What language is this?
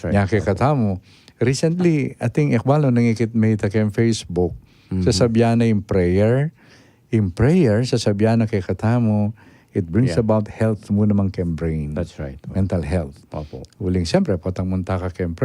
Pampanga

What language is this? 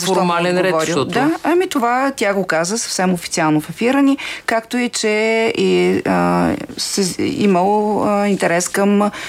Bulgarian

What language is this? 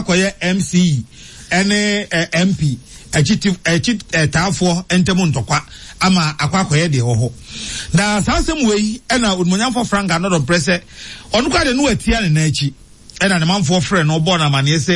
Akan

